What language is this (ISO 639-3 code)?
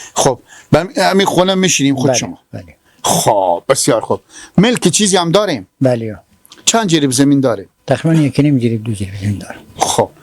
fas